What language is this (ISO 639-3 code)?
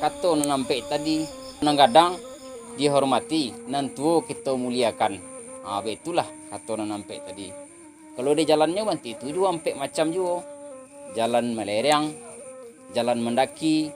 min